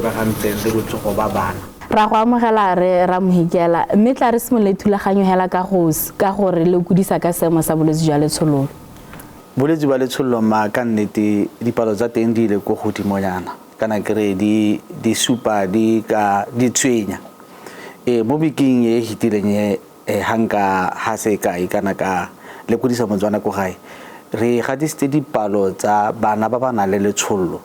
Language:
Tswana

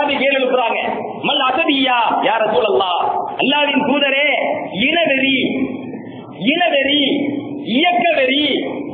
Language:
Tamil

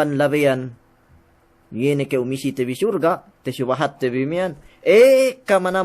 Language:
Yakan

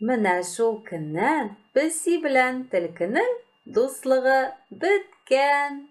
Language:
Tatar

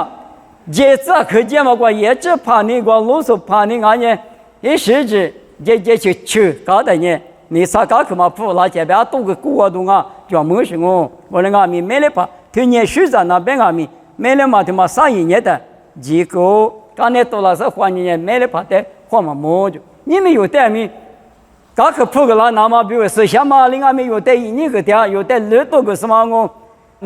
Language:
Lisu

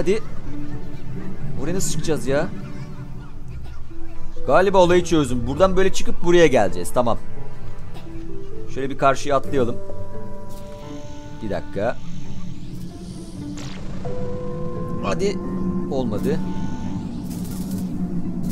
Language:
Turkish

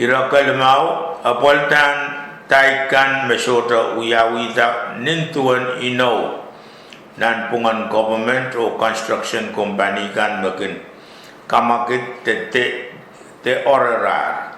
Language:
Pohnpeian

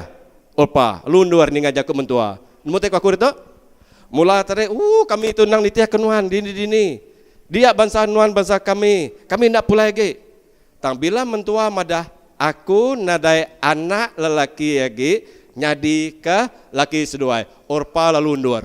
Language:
Iban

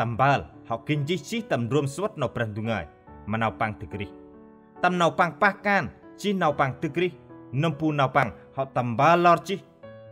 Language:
Central Mnong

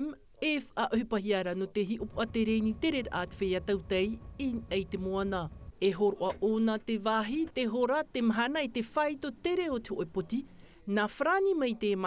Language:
Tahitian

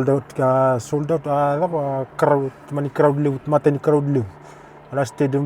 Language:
Fijian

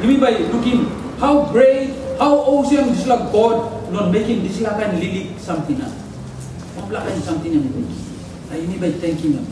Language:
Tok Pisin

